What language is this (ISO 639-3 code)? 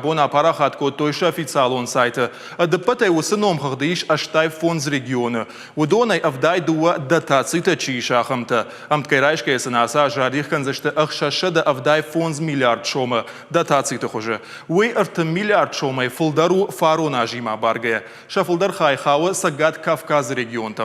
oss